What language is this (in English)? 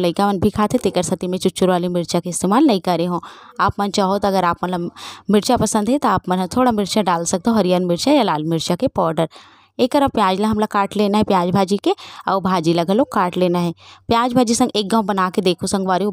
Chhattisgarhi